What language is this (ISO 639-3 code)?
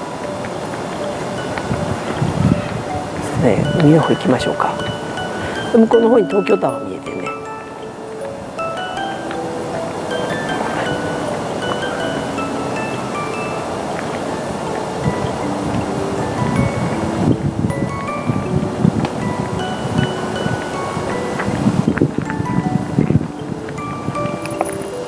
jpn